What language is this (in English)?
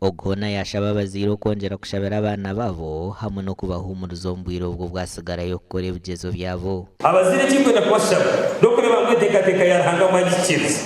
Nyankole